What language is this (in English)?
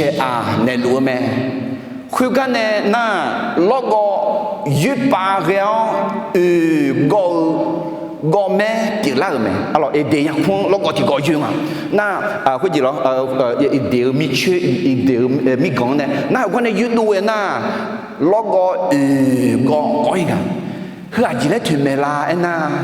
Akha